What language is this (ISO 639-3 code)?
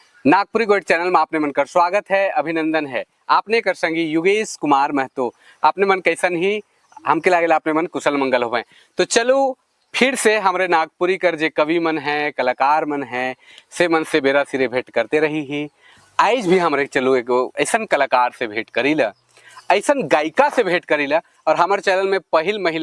sck